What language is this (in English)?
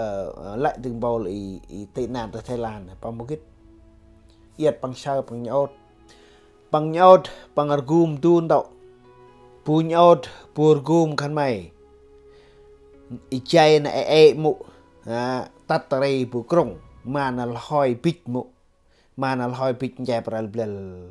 Central Mnong